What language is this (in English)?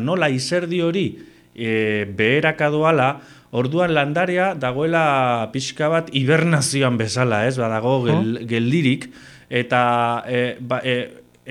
Basque